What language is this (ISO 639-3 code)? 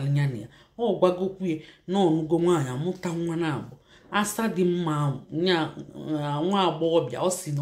ibo